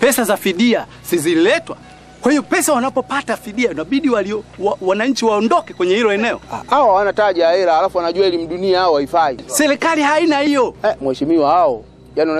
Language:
Swahili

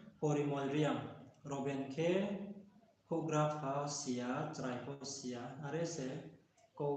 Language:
Riang (India)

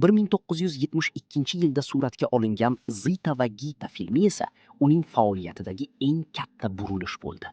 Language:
Uzbek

